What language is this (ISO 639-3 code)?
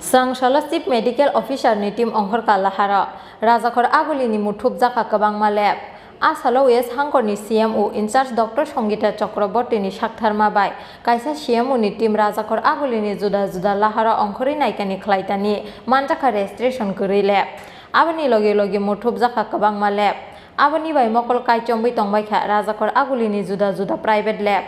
trp